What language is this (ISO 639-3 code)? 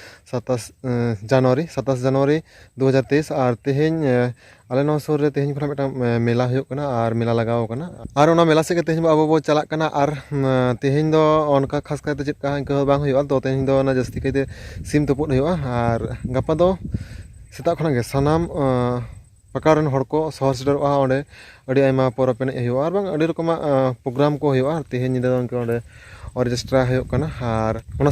sat